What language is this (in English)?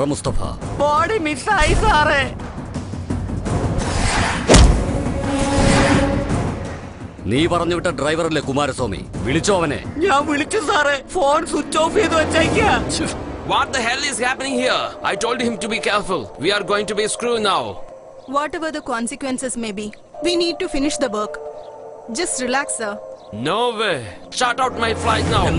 Malayalam